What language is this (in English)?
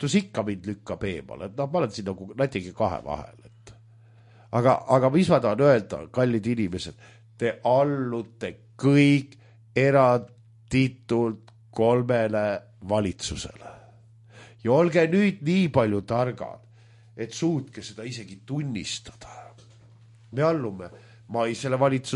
Estonian